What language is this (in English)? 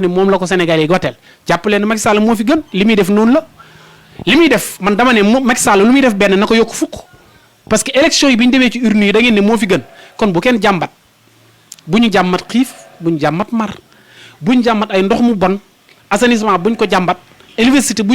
Wolof